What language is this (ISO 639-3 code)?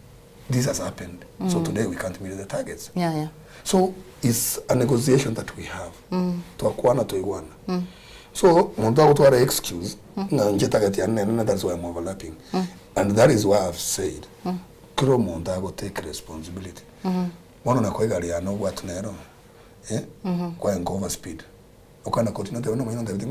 guz